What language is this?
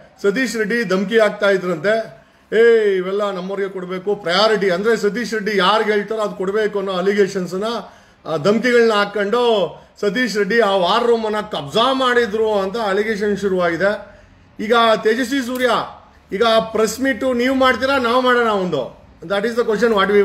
Kannada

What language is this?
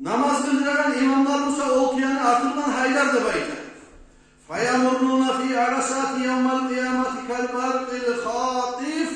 Kumyk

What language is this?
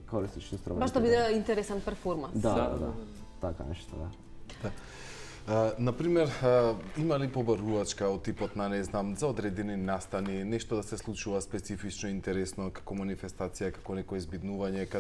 Macedonian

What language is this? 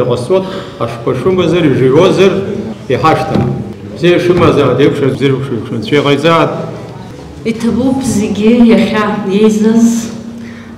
Abkhazian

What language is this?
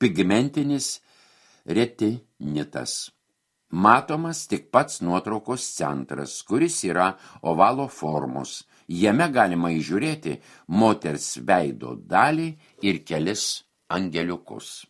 Lithuanian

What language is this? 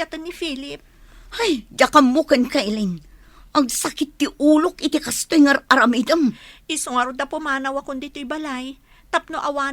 Iloko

